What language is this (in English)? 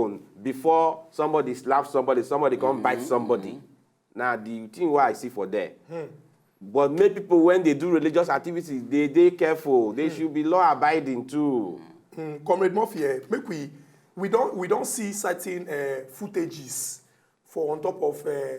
Nigerian Pidgin